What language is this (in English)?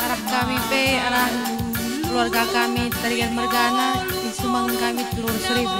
Batak Karo